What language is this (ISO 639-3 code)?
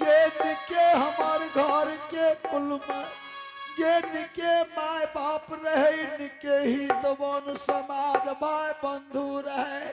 anp